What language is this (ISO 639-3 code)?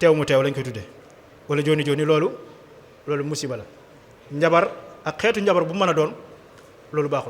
wol